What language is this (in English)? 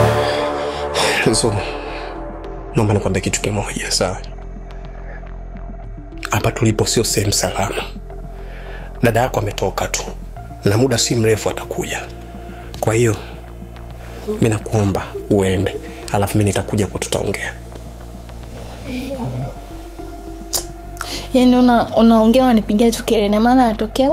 Swahili